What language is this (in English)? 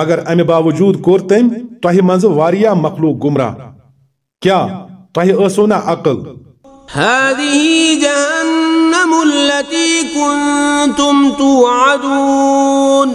Kashmiri